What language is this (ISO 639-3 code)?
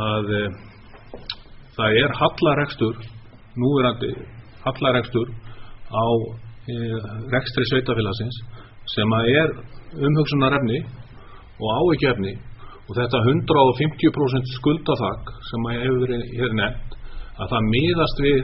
isl